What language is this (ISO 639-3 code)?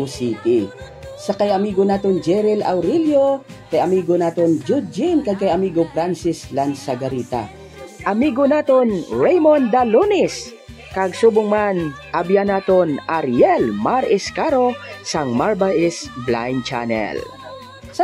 hil